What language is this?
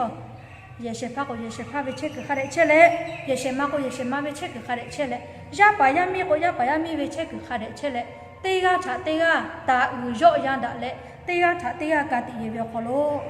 Lahu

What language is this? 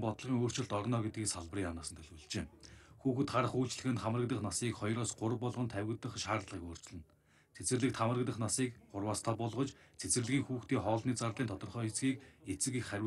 Mongolian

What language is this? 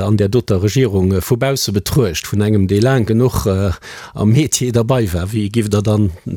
Luxembourgish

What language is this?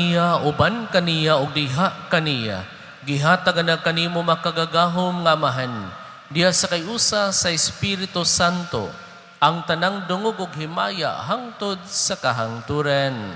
Cebuano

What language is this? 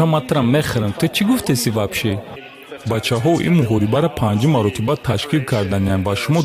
Tajik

